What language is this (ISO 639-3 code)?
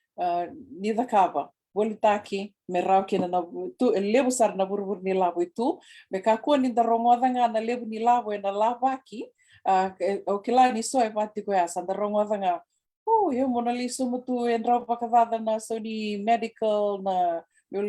fij